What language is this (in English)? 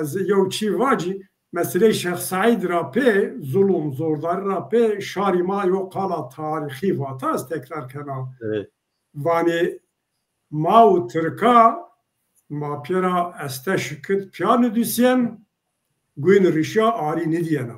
Zaza